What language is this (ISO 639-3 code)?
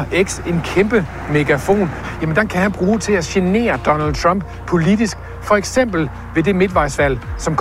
dan